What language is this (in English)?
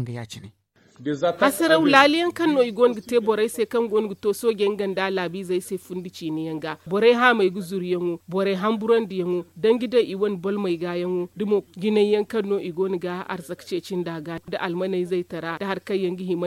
Zarma